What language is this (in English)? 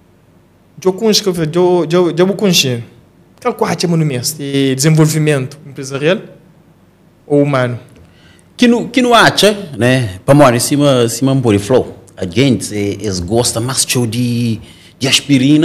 Portuguese